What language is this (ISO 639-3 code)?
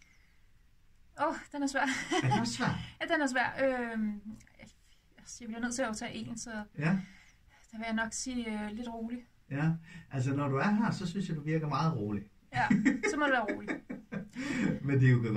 dan